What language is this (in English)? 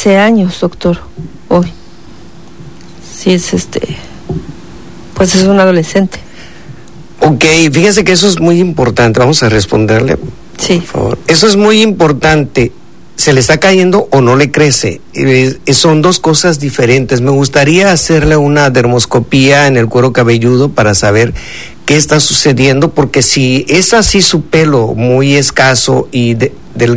Spanish